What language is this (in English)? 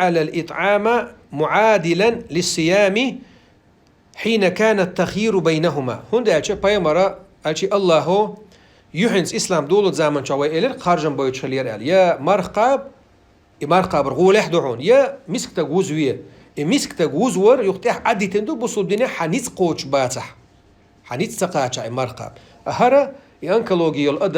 Chechen